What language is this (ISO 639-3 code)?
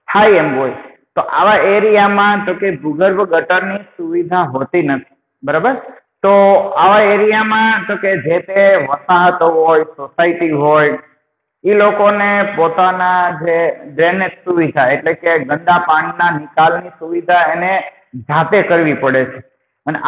guj